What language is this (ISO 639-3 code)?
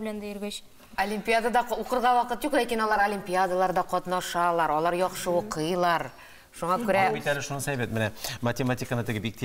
tat